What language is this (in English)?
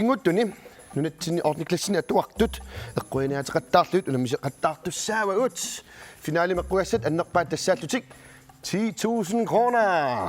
Kalaallisut